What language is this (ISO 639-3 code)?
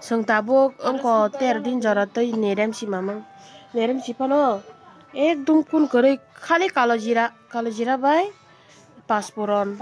trp